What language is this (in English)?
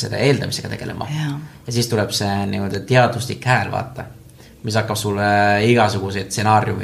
Estonian